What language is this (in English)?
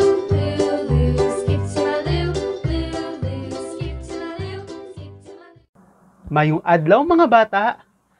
Hiligaynon